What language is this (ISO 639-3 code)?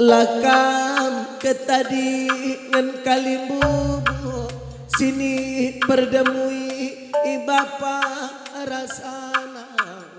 btx